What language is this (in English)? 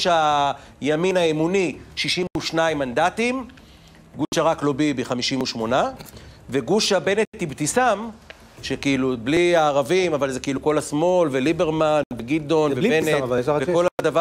Hebrew